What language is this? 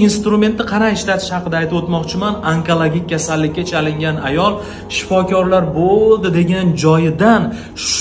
Uzbek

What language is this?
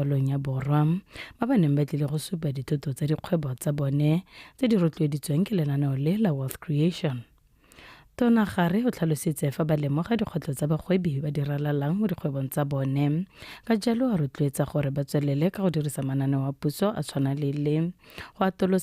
Tswana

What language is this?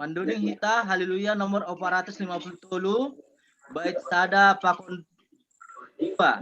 Batak Simalungun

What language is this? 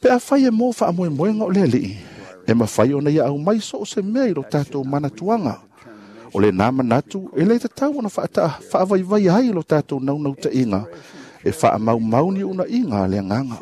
Samoan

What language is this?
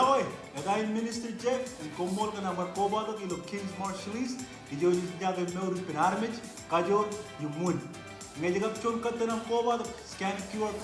Marshallese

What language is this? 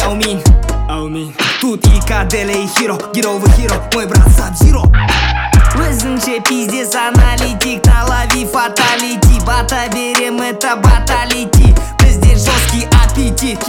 Kazakh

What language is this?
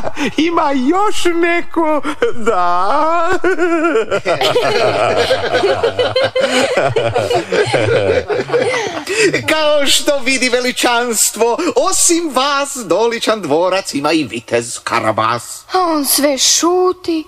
Croatian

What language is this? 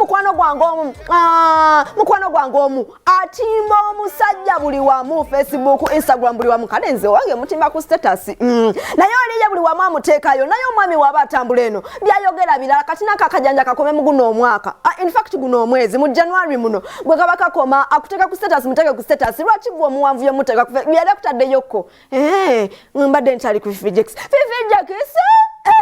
Ganda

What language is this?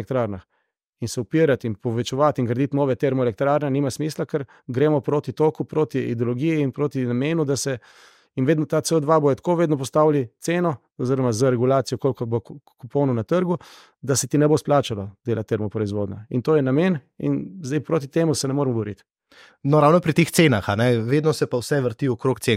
Slovenian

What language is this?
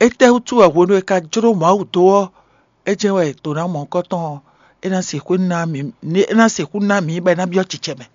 Fon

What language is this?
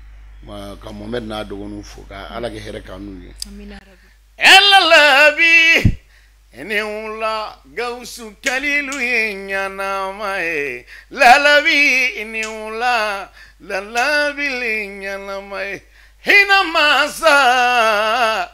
Bambara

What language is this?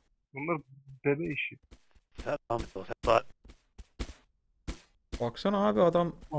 Turkish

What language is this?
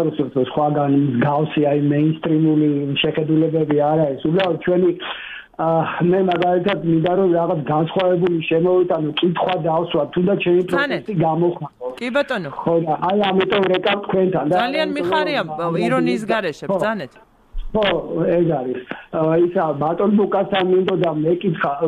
Georgian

